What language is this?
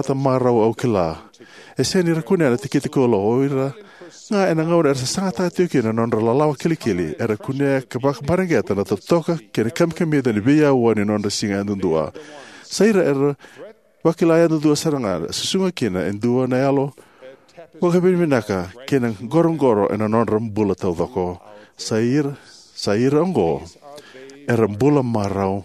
Fijian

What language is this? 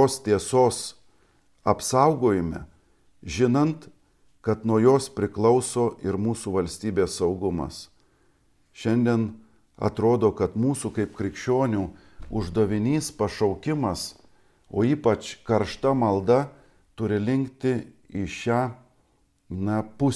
Lithuanian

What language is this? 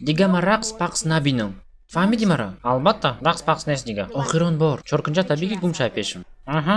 Tajik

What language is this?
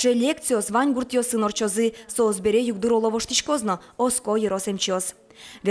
Udmurt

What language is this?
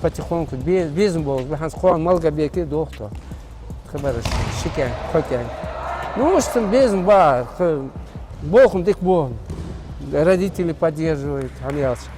Ingush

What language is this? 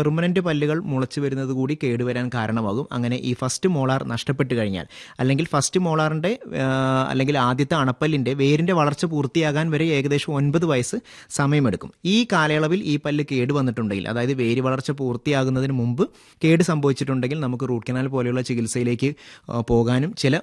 Malayalam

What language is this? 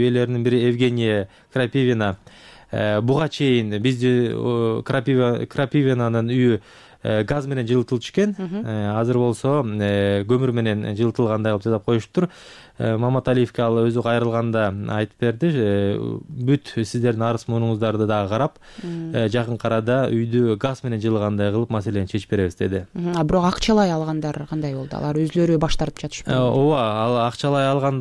Kyrgyz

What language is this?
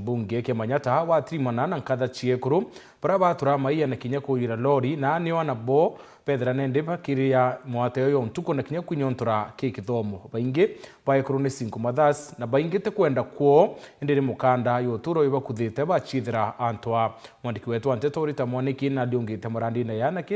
Meru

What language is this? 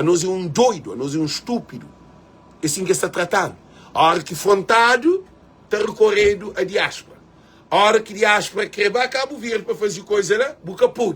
Kabuverdianu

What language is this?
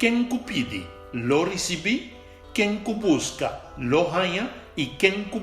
Papiamento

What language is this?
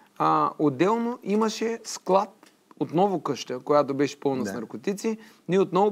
Bulgarian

